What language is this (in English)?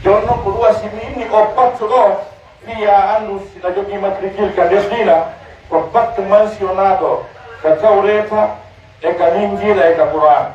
Pular